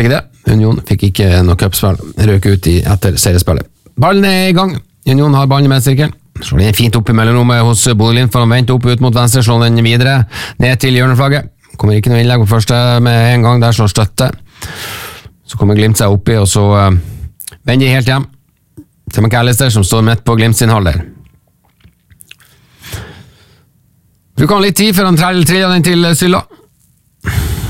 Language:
Norwegian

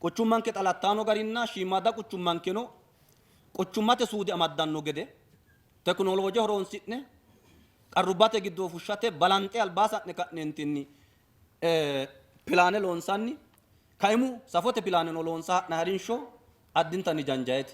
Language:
Sidamo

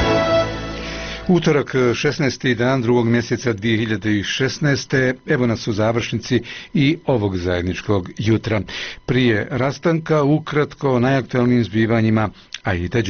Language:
Bosnian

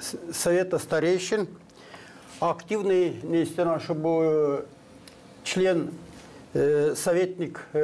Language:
Gagauz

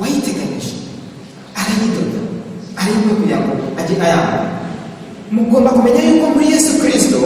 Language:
Kinyarwanda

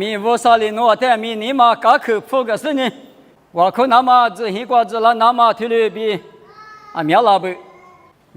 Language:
Lisu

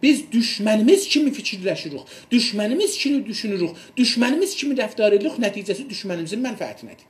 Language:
South Azerbaijani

